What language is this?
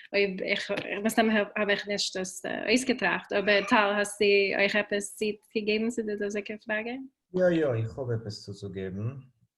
Yiddish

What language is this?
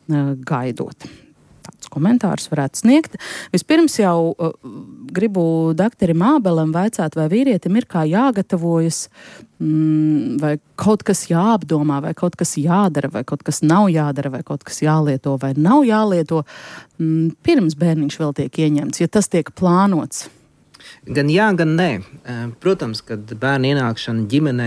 Latvian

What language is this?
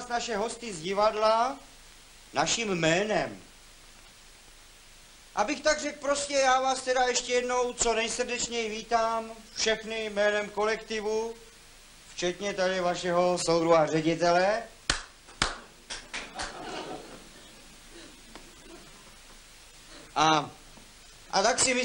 Czech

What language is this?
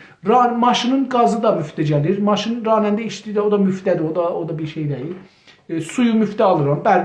South Azerbaijani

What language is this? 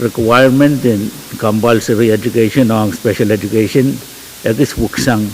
Pohnpeian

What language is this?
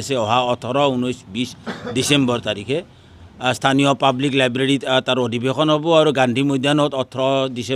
Assamese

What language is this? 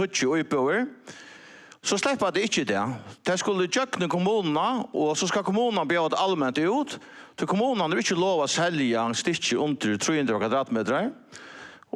Faroese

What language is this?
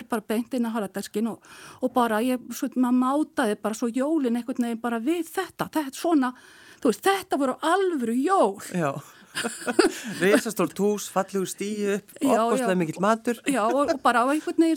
Icelandic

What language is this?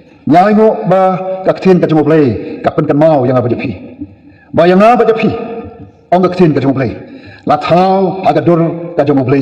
Khasi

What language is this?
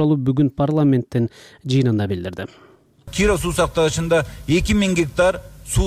Kyrgyz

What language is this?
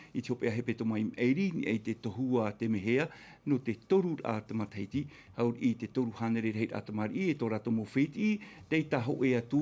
Tahitian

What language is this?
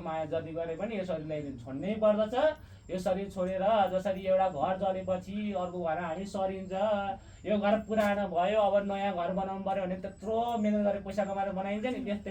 Nepali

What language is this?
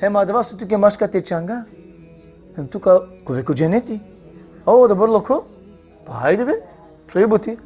Balkan Romani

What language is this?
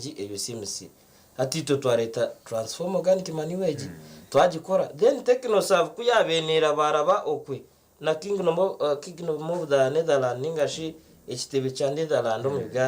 Nyankole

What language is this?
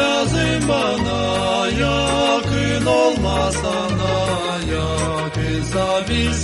Gagauz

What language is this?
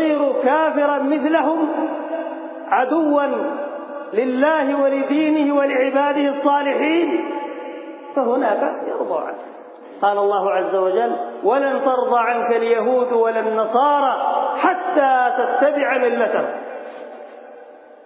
Arabic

